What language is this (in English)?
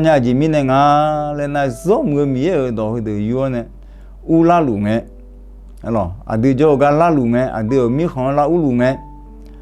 Akha